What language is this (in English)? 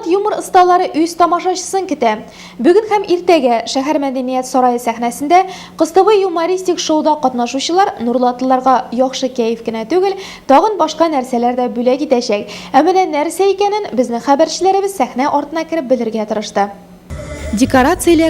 Tatar